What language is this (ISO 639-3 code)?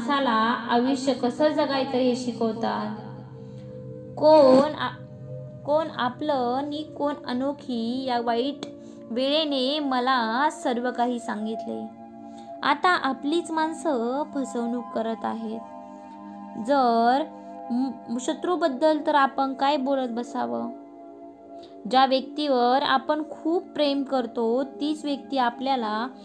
mar